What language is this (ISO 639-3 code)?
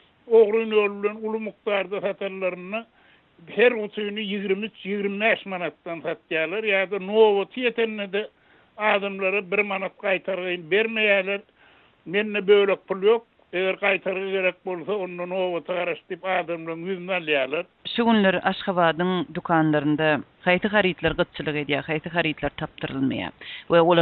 tuk